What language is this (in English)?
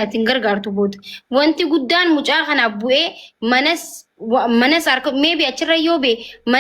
Oromo